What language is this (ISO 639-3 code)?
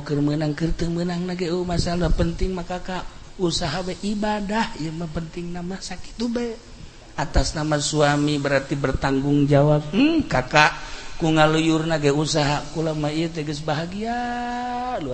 sun